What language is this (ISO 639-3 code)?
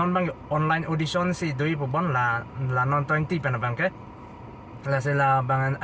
mjw